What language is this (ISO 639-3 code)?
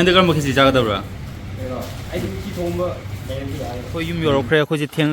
mni